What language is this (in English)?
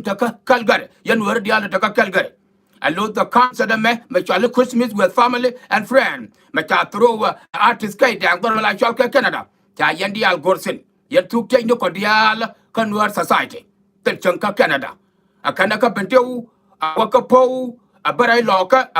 Nuer